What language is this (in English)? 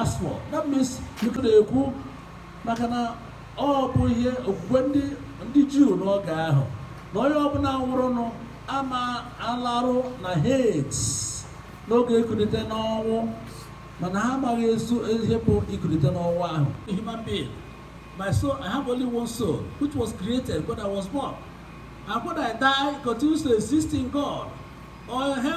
Igbo